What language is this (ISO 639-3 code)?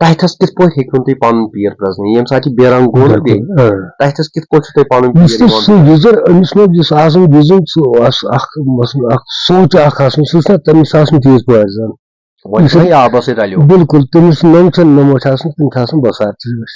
kas